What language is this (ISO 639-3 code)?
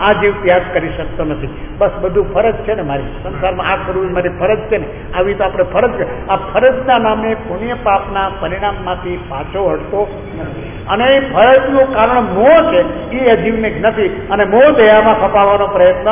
guj